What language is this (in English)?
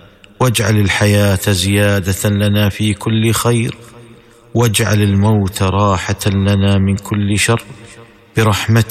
Tamil